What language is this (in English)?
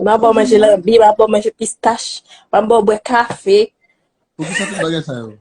Haitian Creole